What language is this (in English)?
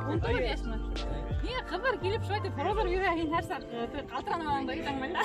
Bashkir